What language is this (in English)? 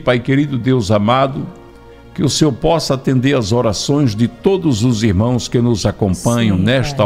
Portuguese